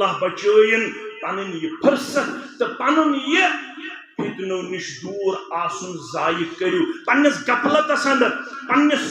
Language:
Kashmiri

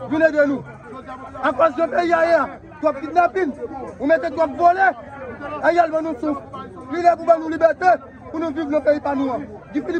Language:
Haitian Creole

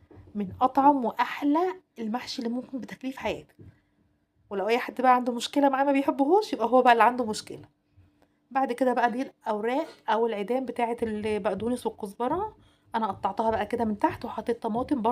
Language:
Egyptian Arabic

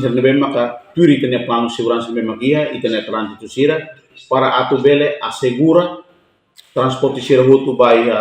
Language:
Tetum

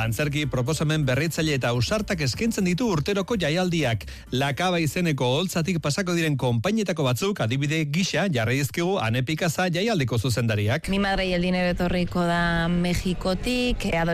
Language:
Basque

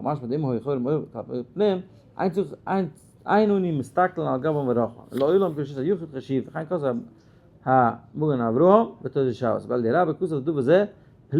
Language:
Yiddish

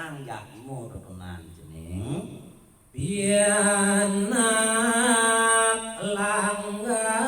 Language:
Balinese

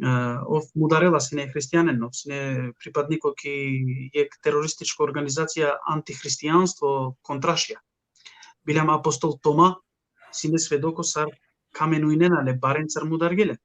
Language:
Balkan Romani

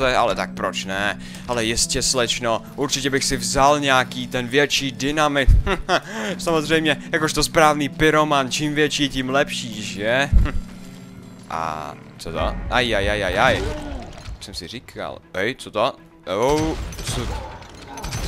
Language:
Czech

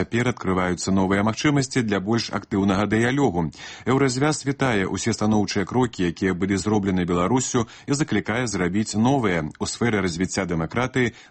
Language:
Belarusian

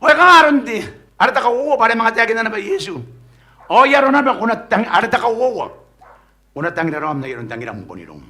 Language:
Gilbertese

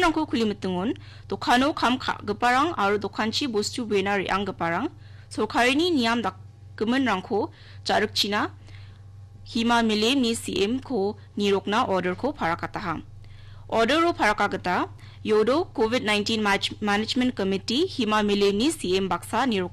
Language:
Garo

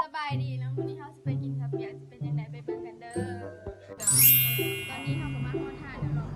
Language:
Lao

